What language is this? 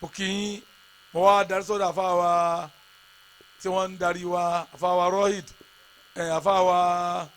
Yoruba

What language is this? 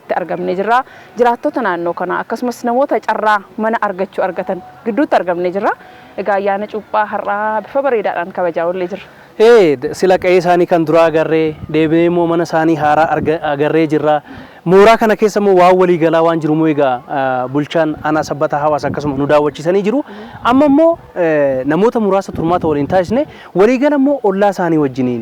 Oromo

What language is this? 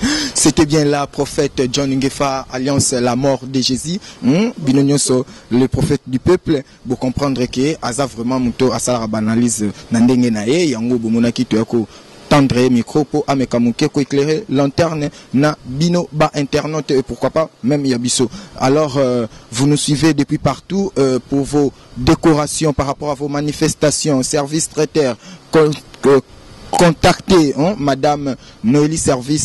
Lingala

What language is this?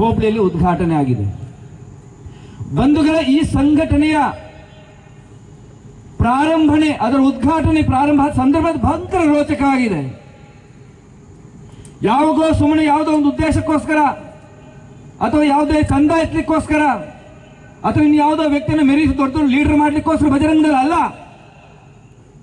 Kannada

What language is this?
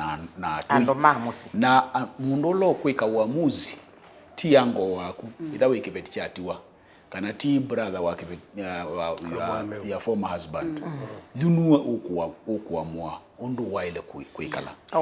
Kamba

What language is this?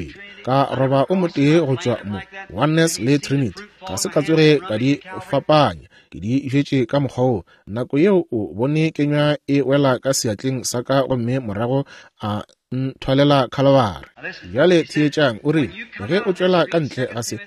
Northern Sotho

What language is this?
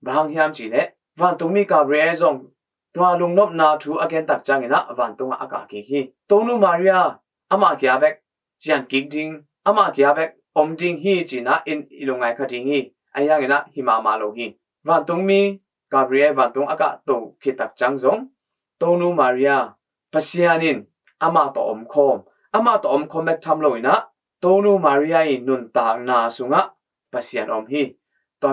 Tedim Chin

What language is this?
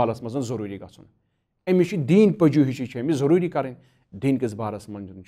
Kashmiri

